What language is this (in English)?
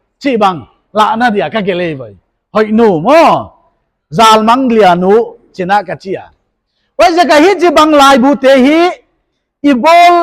Paite Chin